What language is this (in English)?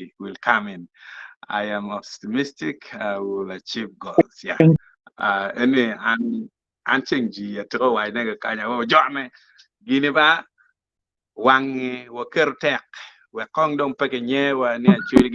Acoli